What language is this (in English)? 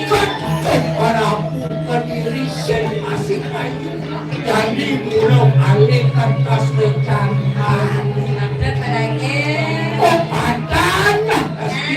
Balinese